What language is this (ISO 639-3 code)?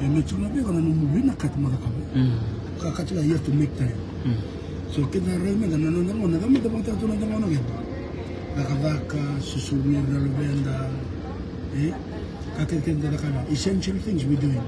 fij